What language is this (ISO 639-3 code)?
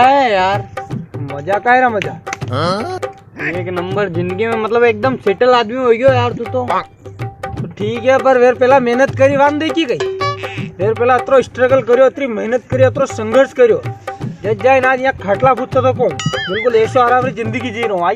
raj